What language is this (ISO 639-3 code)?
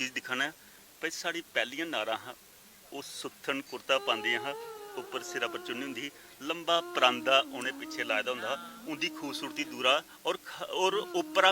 doi